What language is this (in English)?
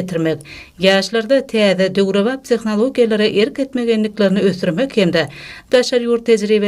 Turkmen